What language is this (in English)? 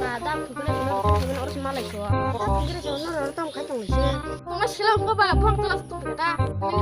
Kok Borok